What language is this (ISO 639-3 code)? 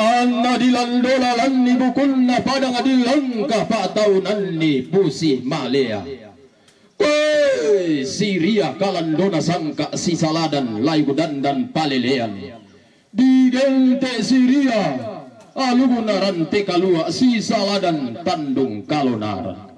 sda